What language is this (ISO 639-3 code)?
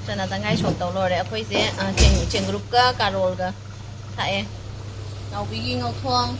mni